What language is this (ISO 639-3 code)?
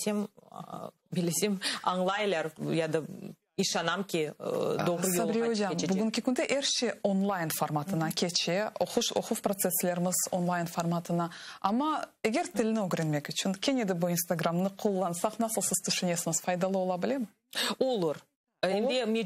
crh